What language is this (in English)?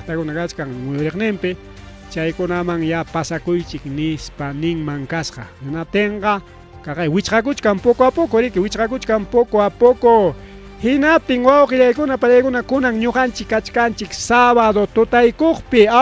Ayacucho Quechua